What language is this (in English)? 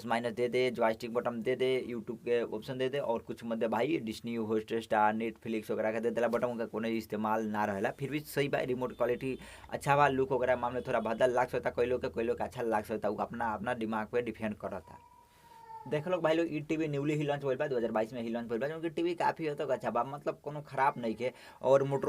Bhojpuri